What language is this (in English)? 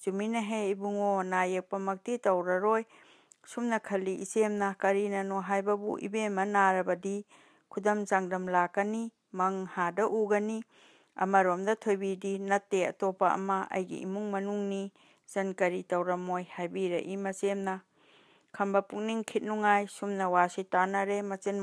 Manipuri